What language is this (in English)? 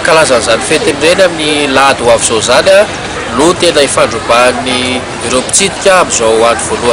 Malagasy